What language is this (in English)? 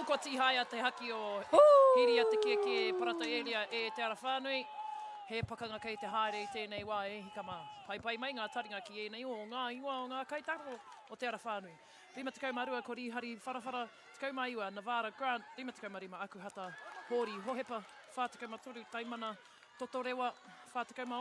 Māori